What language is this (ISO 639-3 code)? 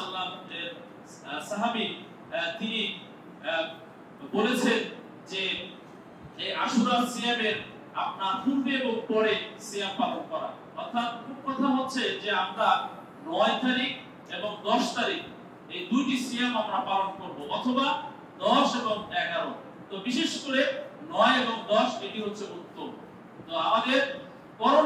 ben